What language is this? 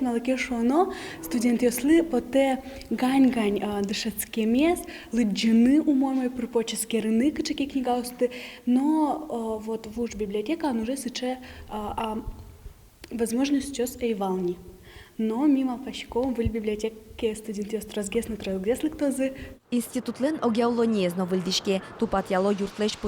Udmurt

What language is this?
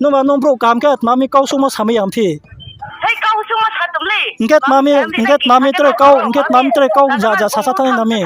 Riang (India)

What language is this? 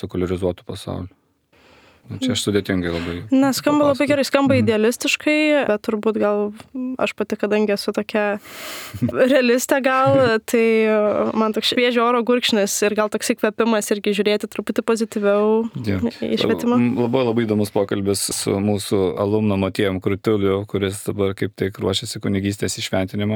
Lithuanian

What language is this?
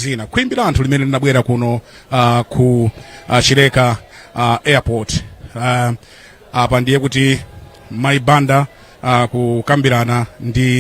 Nyanja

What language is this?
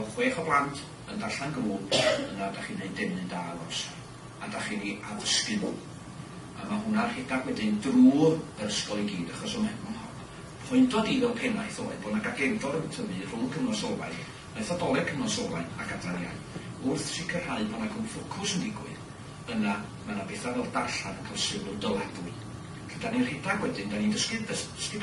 Welsh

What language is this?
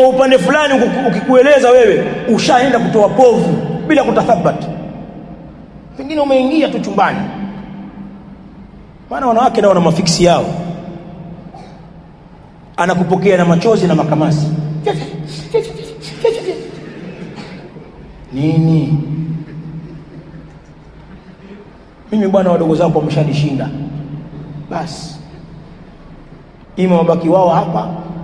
Swahili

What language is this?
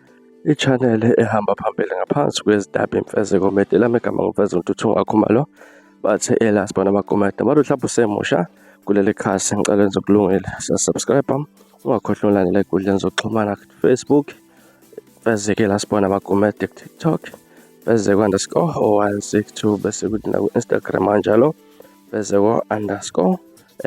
Zulu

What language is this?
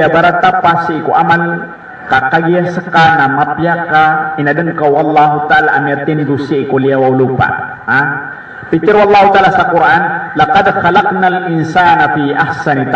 Maranao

